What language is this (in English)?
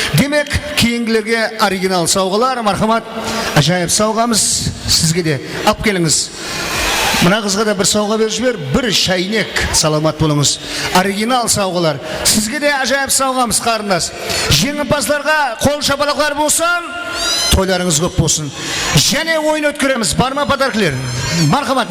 Kara-Kalpak